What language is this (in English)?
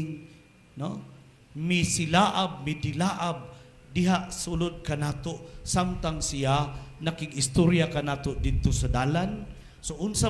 Cebuano